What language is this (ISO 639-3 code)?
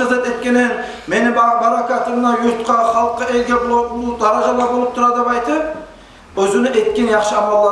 kum